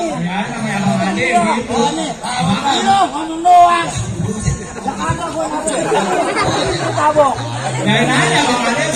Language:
Betawi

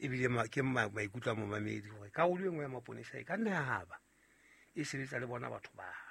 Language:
Southern Sotho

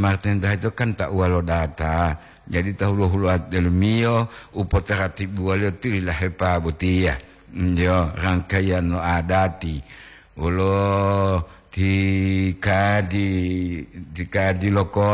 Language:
Gorontalo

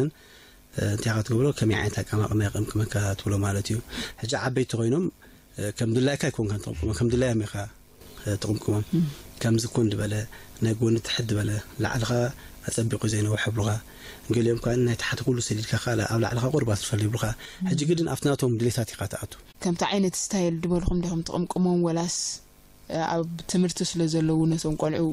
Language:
Tigrinya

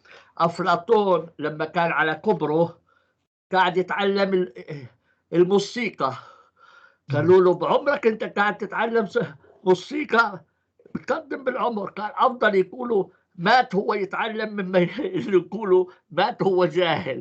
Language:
North Levantine Arabic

